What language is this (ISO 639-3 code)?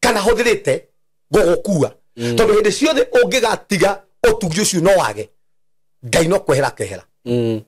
kik